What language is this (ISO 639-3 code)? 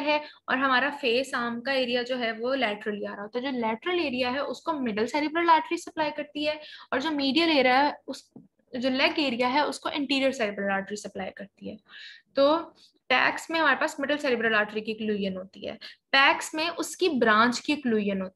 hin